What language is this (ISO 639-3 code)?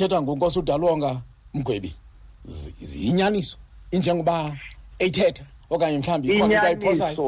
xho